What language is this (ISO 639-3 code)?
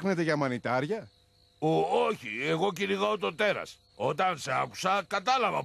ell